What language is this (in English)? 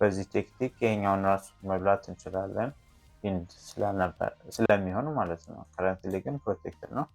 Amharic